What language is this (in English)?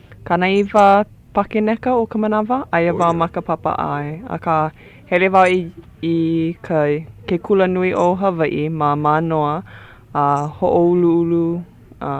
Hawaiian